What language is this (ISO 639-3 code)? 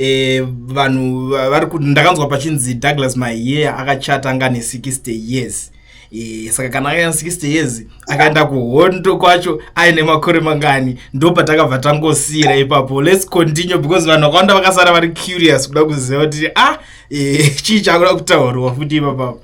sna